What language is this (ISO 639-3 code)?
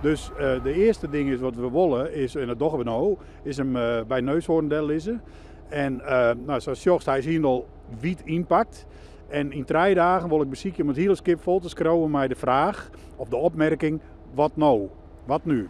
fry